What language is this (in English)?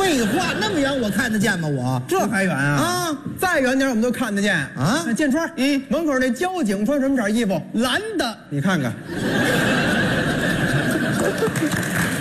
Chinese